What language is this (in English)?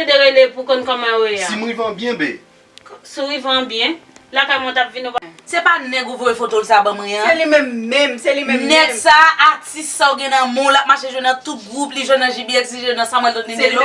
Haitian Creole